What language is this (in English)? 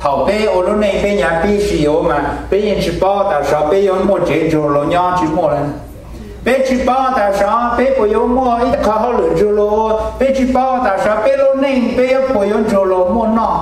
Hmong